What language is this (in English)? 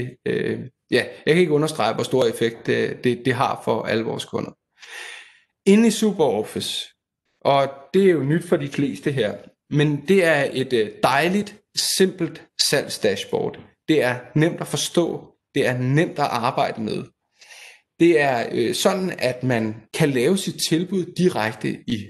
Danish